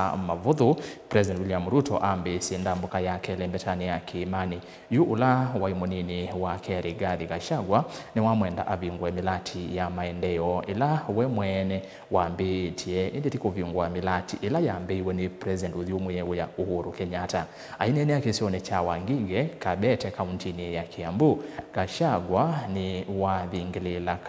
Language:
Kamba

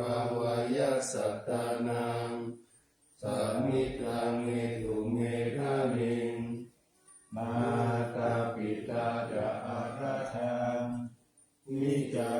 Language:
Pali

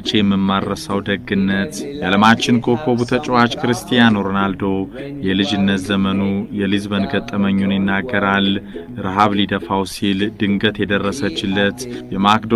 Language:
Amharic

